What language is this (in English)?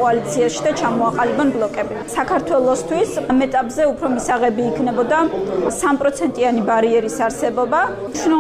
Georgian